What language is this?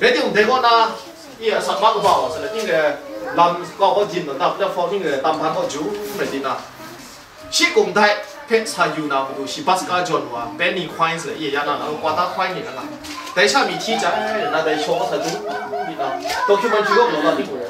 Kachin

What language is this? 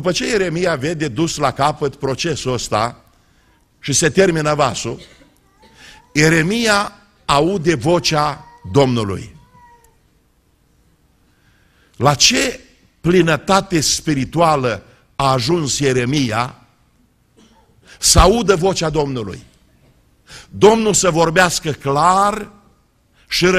Romanian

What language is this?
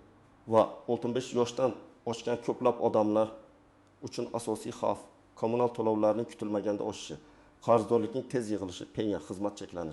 Uzbek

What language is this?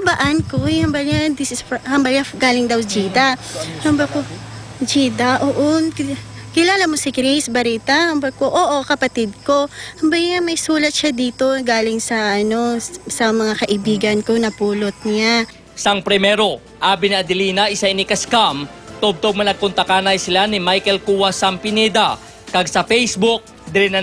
Hiligaynon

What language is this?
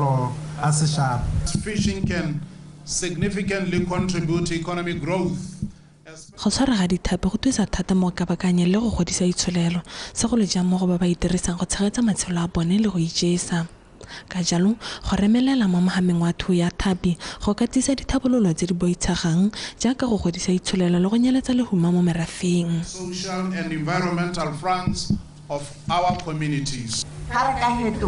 Tswana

